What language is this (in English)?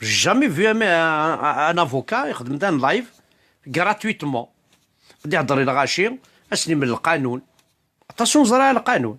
Kabyle